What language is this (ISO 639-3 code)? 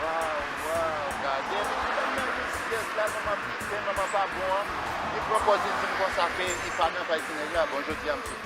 hat